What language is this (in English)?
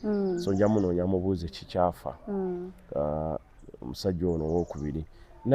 Ganda